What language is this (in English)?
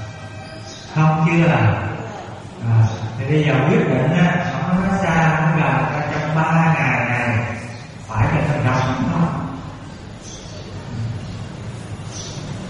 Vietnamese